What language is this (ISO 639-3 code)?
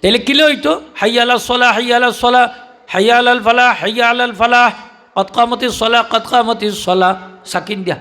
syl